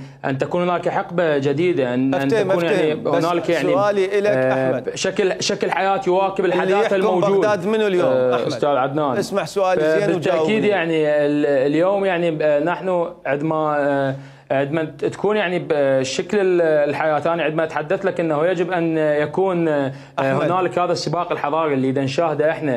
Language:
Mesopotamian Arabic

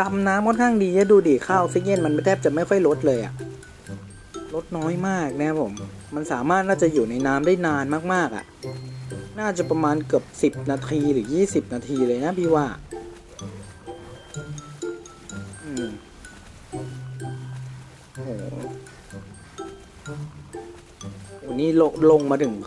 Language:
Thai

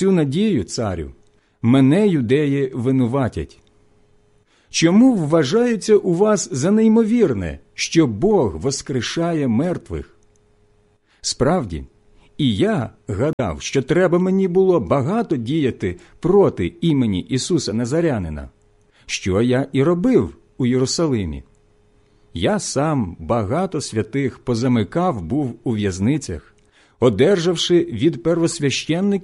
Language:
Ukrainian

